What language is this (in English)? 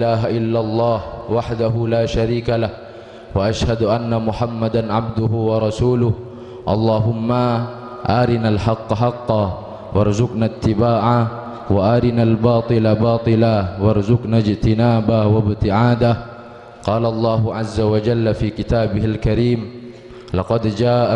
Madurese